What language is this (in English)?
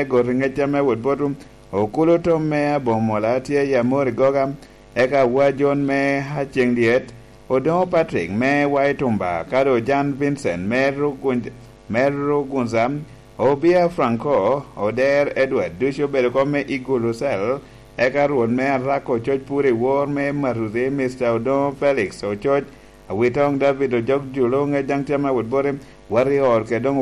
Lango (Uganda)